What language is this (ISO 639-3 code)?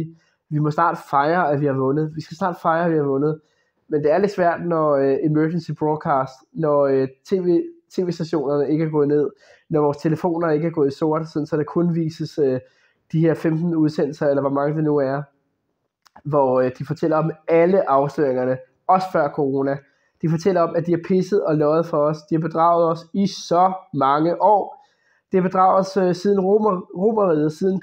dan